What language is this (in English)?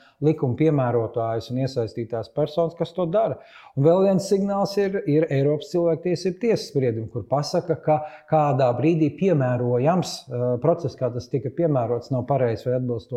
Latvian